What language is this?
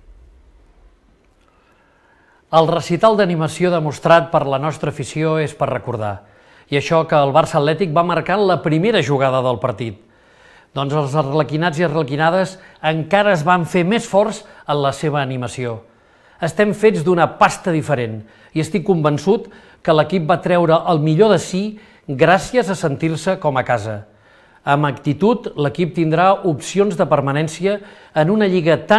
Catalan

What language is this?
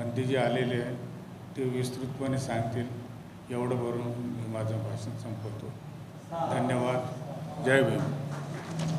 Marathi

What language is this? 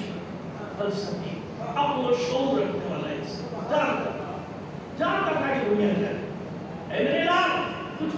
Urdu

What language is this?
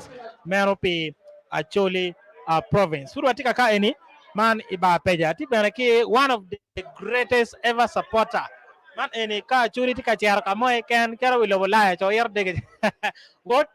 Acoli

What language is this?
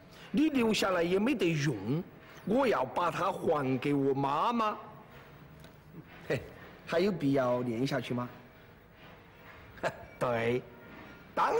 Chinese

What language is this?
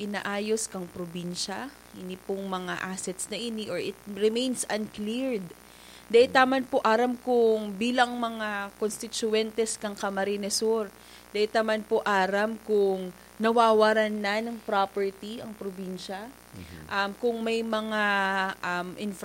Bikol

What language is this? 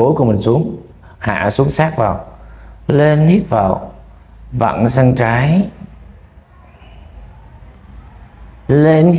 Vietnamese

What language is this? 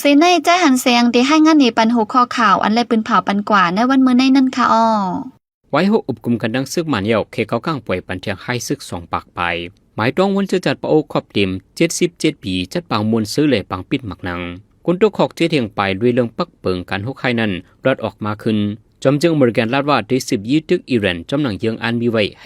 Shan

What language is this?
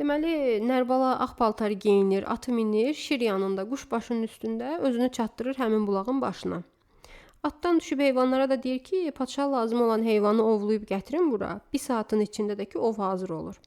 Azerbaijani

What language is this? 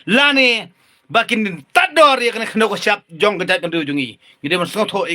Khasi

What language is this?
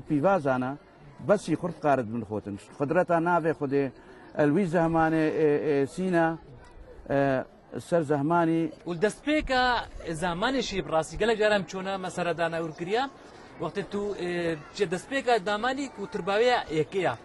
Kurdish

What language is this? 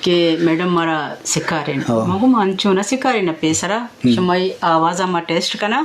Eastern Balochi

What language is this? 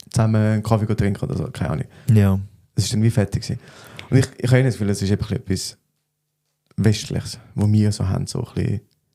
Swiss German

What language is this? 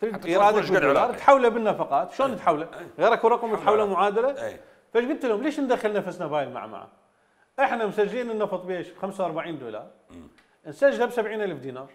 Mesopotamian Arabic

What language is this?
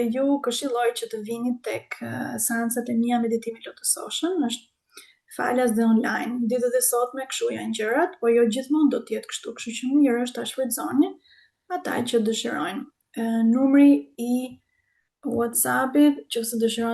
Albanian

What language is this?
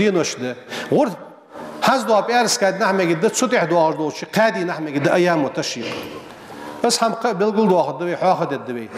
Ingush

